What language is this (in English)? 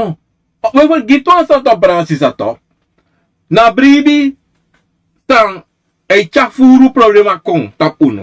Sranan Tongo